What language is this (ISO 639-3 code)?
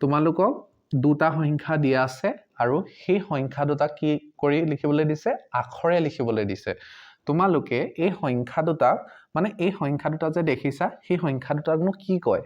asm